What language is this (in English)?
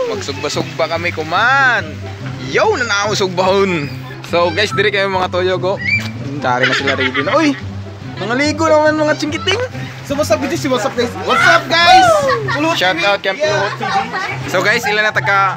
Cebuano